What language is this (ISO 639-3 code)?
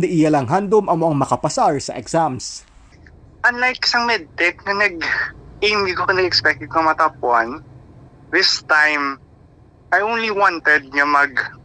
hil